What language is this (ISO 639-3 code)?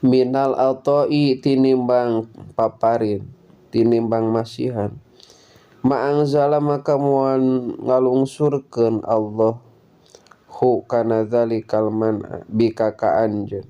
sun